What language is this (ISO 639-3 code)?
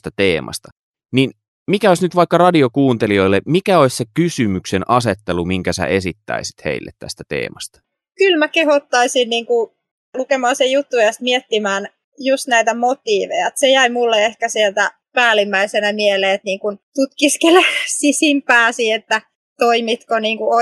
fin